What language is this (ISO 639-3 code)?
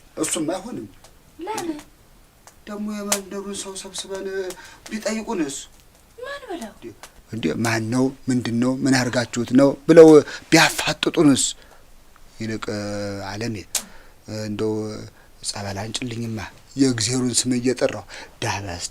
amh